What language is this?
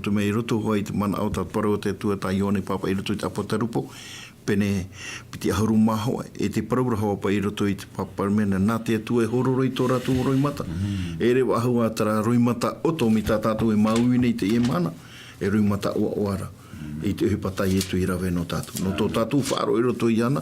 Tahitian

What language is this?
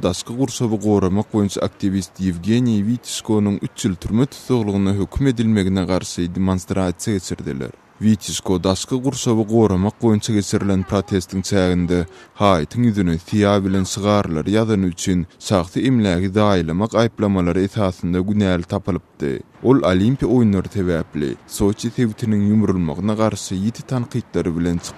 Turkmen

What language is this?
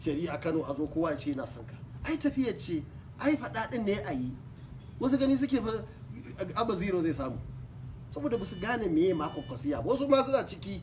Hausa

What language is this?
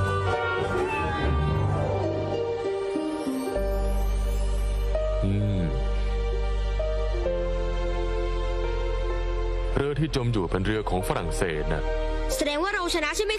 Thai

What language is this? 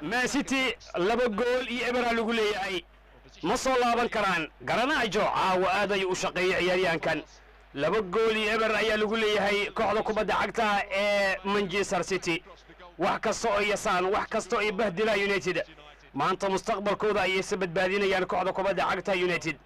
Somali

